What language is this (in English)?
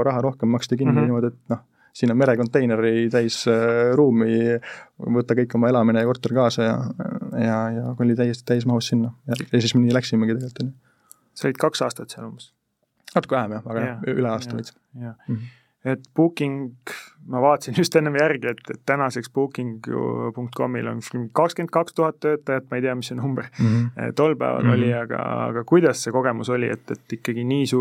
Estonian